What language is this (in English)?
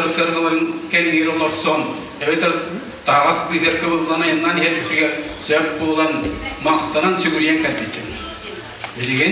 Yakut